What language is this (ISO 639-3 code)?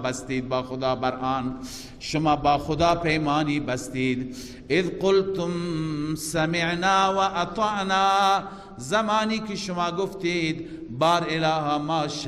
fas